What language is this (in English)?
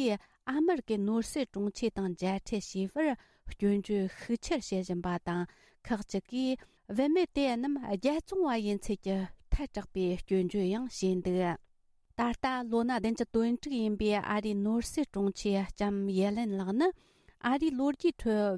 Tibetan